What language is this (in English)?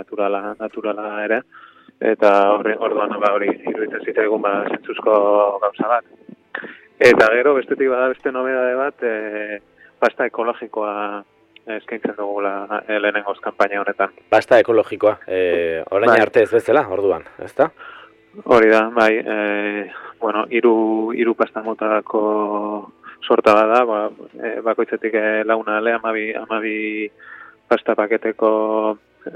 Basque